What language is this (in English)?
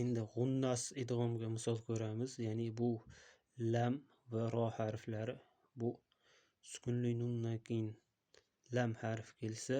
Uzbek